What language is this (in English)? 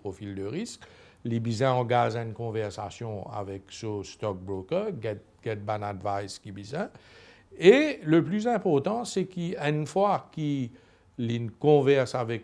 Morisyen